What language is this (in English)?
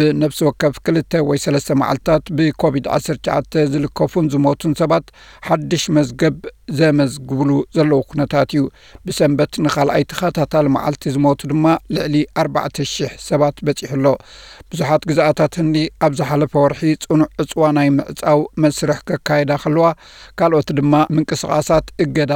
Tigrinya